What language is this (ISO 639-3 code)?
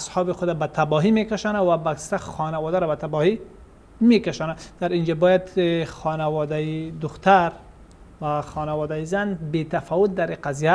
fas